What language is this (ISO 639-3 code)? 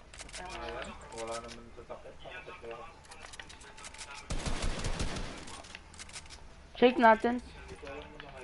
fil